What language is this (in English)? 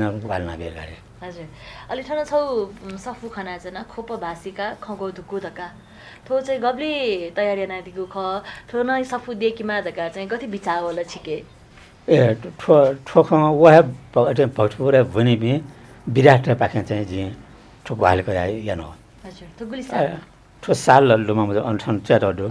Newari